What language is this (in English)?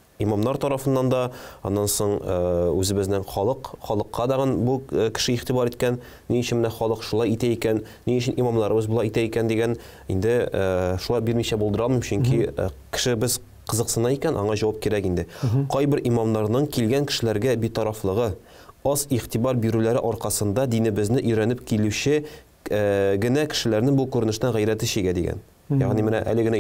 Tatar